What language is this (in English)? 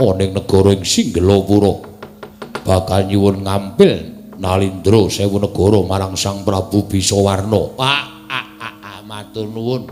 Javanese